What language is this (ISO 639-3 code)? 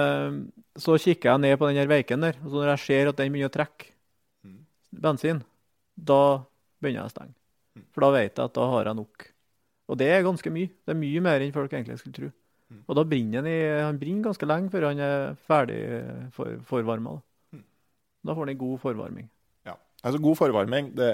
nor